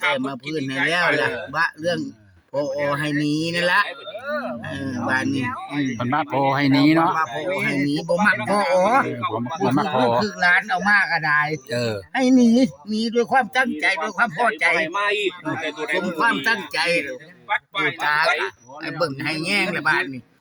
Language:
Lao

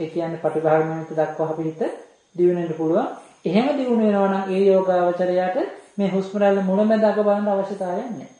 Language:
Sinhala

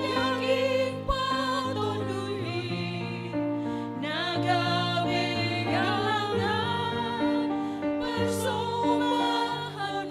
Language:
Batak Simalungun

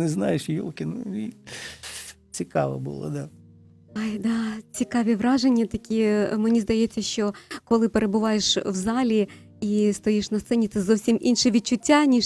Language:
Ukrainian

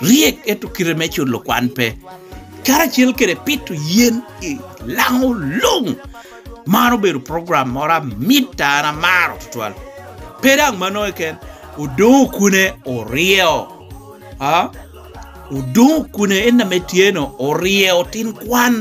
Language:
Lango (Uganda)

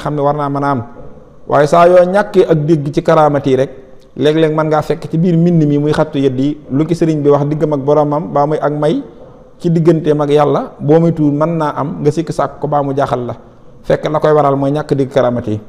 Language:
Wolof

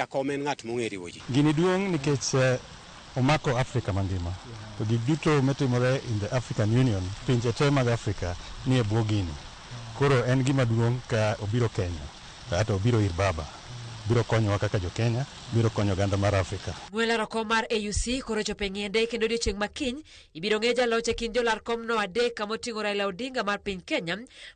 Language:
Luo (Kenya and Tanzania)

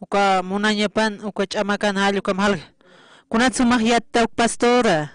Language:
Aymara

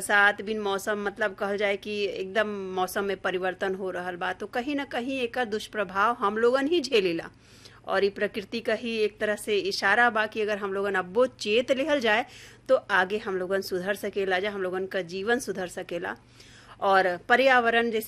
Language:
Bhojpuri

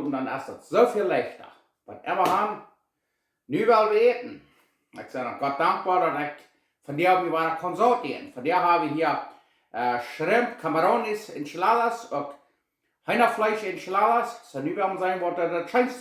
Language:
Plautdietsch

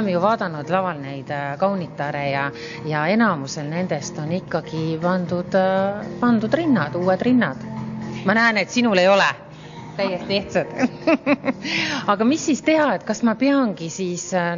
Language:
Estonian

